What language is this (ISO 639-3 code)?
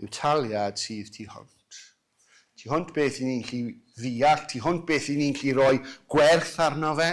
cym